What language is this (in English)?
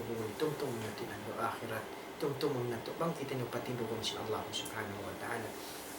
Tausug